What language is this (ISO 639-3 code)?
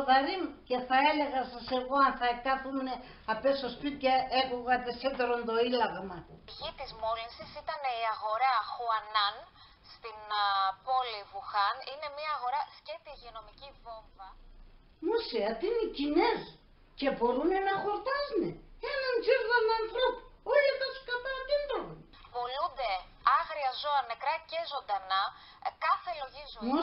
pnt